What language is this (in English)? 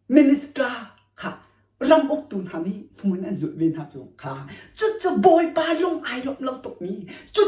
Hakha Chin